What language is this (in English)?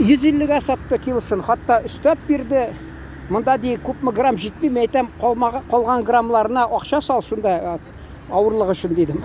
Tatar